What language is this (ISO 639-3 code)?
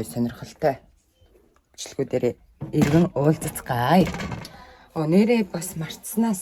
mon